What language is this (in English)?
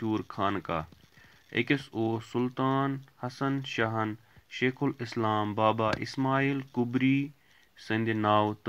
Kashmiri